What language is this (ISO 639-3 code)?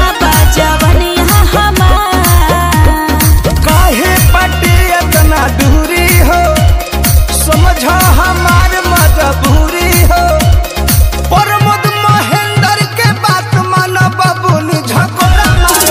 bho